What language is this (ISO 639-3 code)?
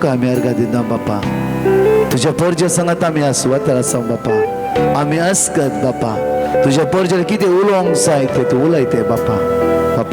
kok